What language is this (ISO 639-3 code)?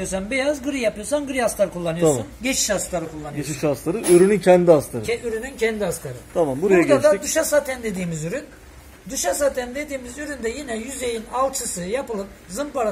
tur